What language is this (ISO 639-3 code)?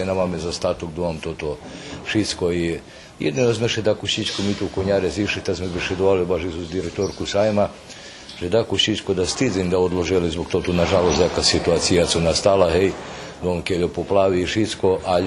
rue